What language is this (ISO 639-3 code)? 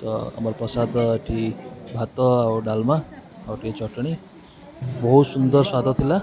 ori